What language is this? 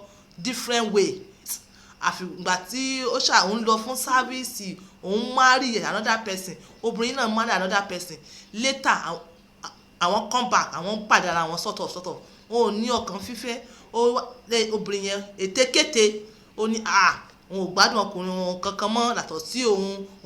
Yoruba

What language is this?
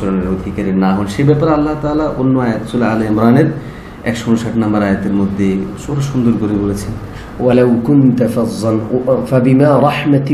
Bangla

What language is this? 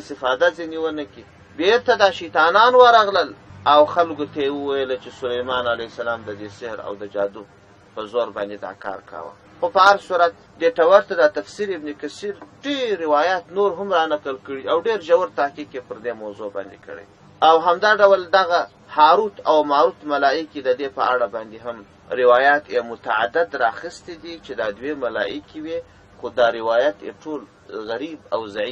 Pashto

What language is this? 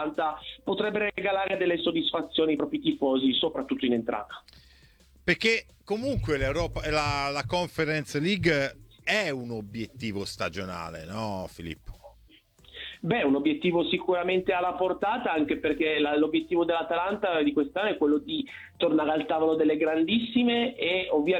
Italian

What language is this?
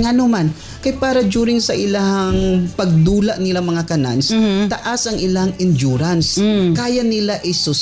Cebuano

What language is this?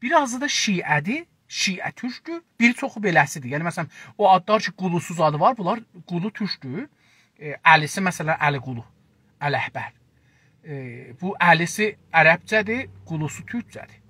South Azerbaijani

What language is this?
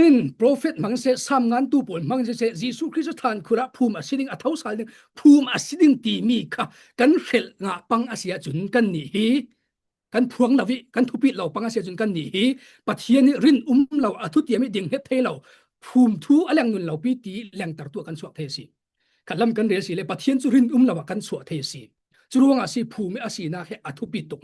Falam Chin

